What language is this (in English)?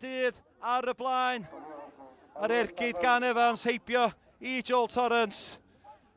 Welsh